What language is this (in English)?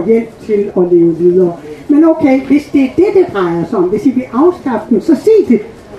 Danish